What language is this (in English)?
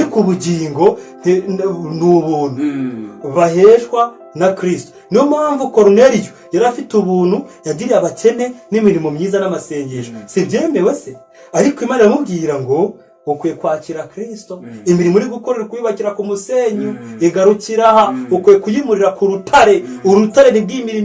Kinyarwanda